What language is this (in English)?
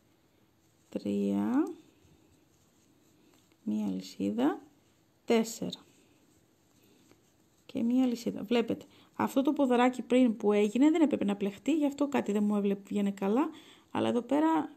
Greek